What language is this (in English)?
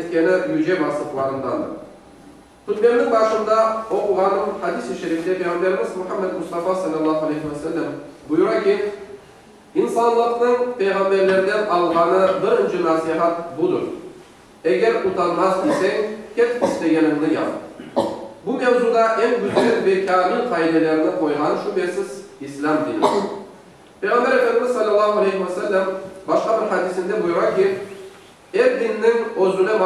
Crimean Tatar